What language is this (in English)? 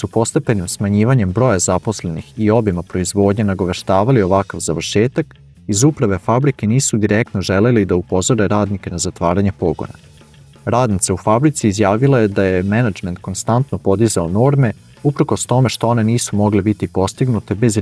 Serbian